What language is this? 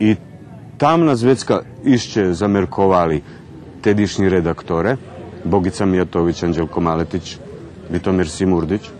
Rusyn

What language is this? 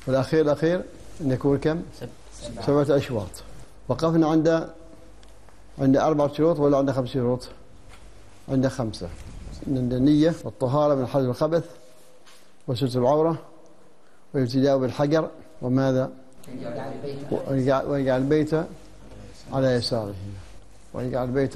Arabic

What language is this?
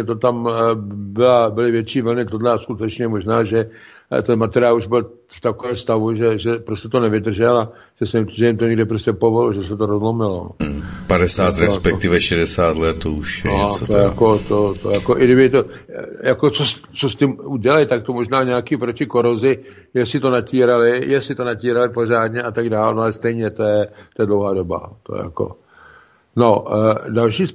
Czech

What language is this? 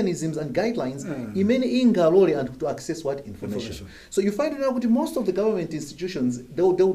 Nyanja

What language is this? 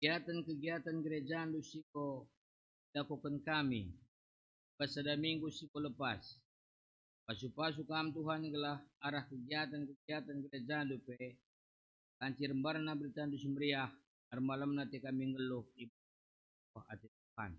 Batak Karo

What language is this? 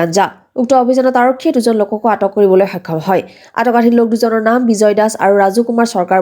Assamese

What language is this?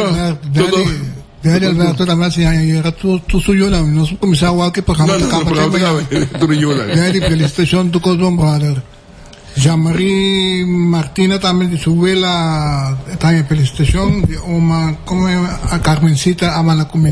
Papiamento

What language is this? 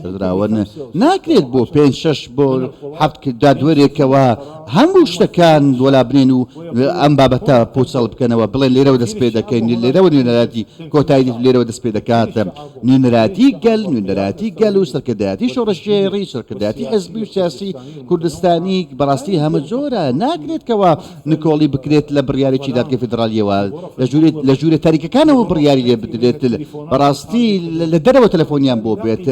Central Kurdish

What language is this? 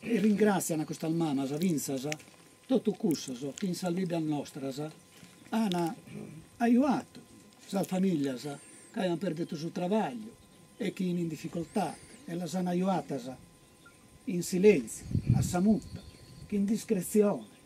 Sardinian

